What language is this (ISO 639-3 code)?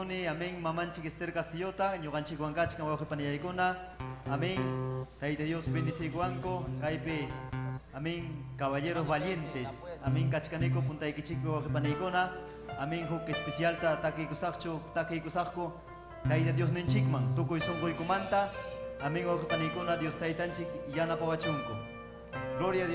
quy